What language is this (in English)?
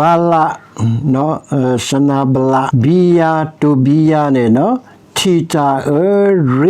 S'gaw Karen